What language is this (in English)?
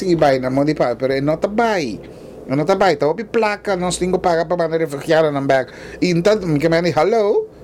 Papiamento